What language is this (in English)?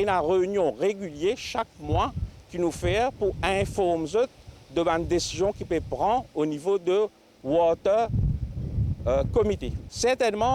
Morisyen